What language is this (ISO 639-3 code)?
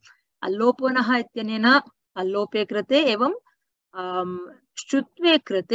san